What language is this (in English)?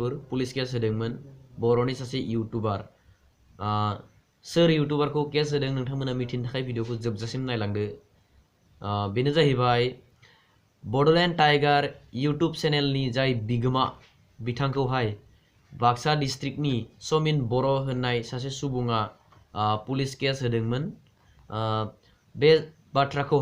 Bodo